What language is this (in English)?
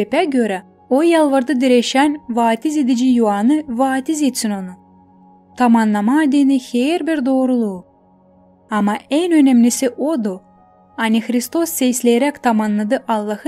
Gagauz